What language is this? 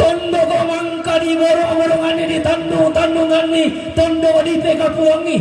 Toraja-Sa'dan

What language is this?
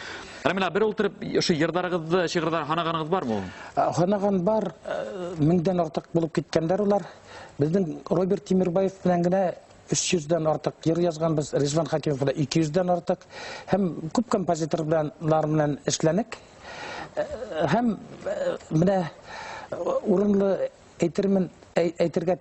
Tatar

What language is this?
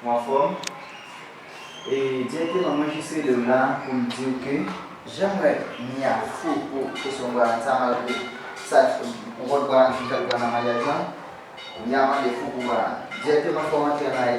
Haitian Creole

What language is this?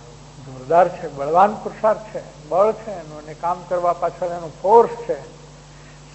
Gujarati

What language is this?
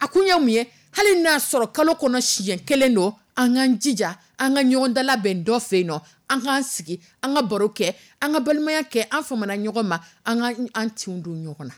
Dyula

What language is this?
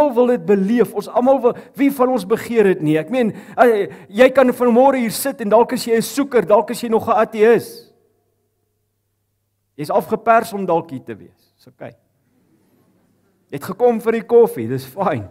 Afrikaans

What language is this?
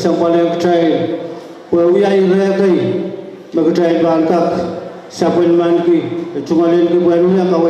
Pohnpeian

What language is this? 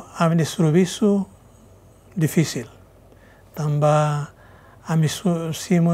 Tetum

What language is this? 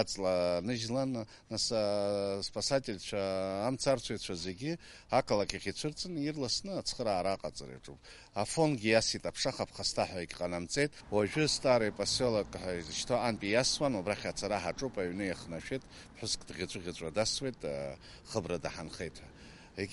Abkhazian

